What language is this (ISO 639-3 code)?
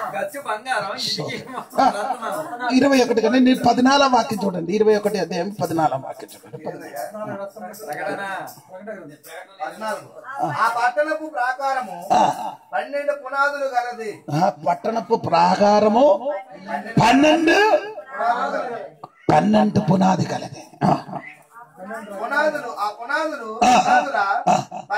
tel